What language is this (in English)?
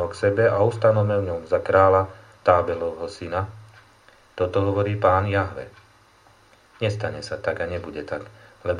Slovak